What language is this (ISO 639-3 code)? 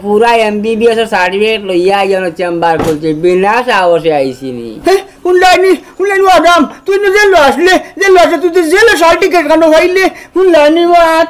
syl